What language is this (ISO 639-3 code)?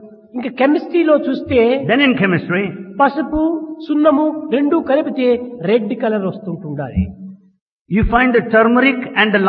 tel